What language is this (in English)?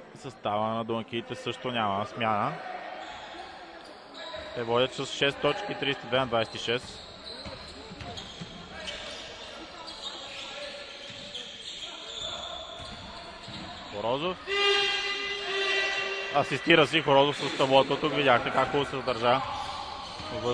Bulgarian